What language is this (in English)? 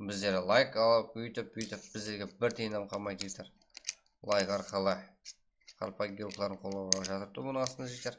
Kara-Kalpak